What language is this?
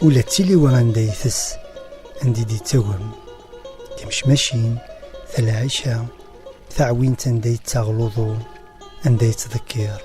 Kabyle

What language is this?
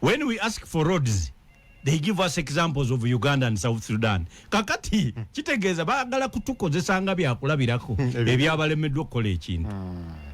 Ganda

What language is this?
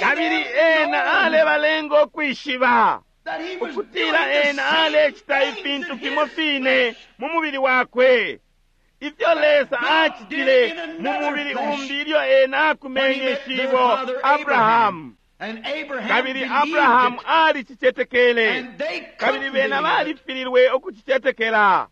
Bemba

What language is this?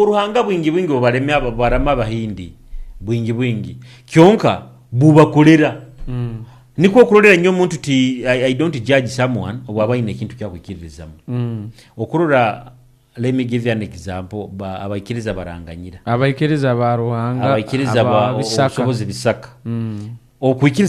Nyoro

